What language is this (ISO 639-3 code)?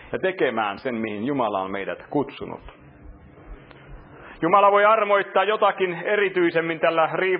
fin